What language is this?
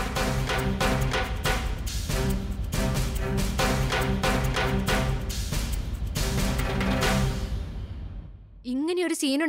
Malayalam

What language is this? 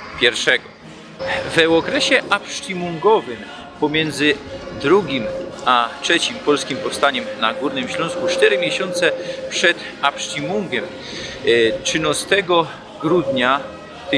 Silesian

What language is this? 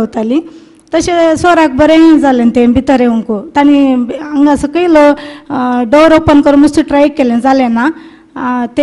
Konkani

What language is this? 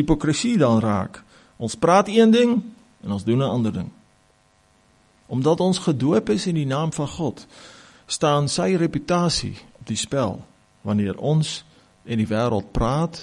Afrikaans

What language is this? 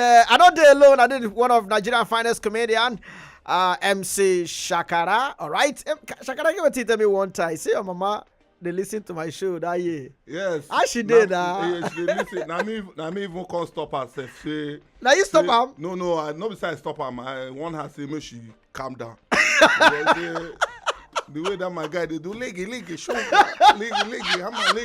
Nigerian Pidgin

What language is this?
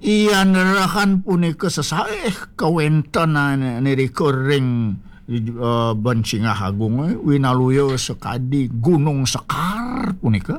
Balinese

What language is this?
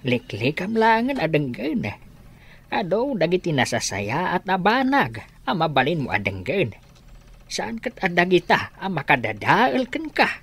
Iloko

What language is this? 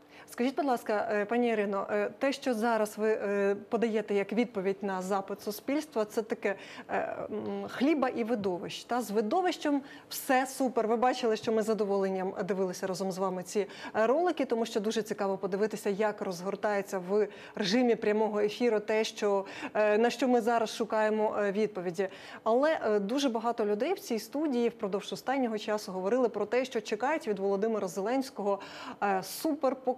Ukrainian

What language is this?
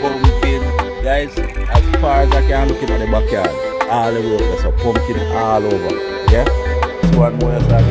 Jamaican Creole English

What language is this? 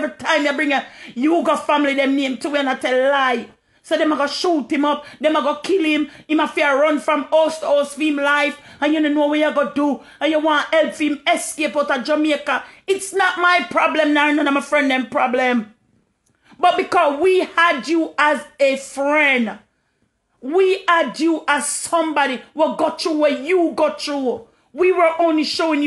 Jamaican Creole English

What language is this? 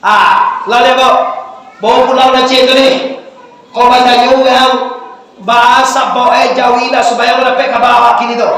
Minangkabau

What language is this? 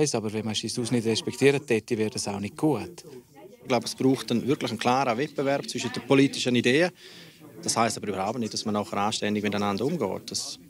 Romansh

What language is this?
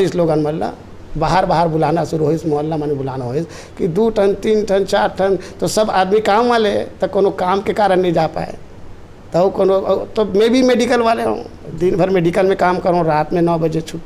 Chhattisgarhi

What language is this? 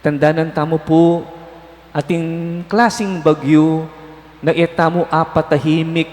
Pampanga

